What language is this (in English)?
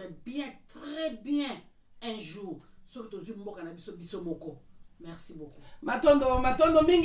Lingala